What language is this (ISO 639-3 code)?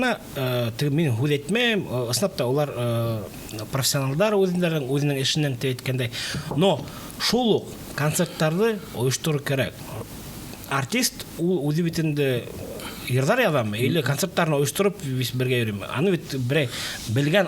bak